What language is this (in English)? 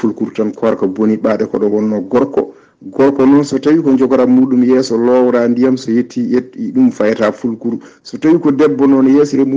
Fula